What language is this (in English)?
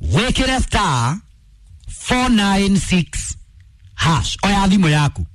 Kikuyu